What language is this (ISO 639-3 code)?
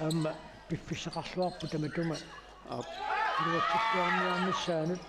kal